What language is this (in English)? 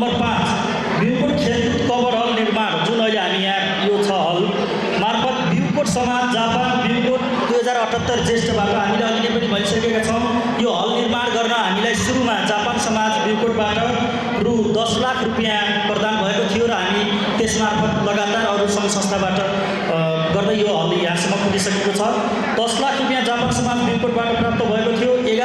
Nepali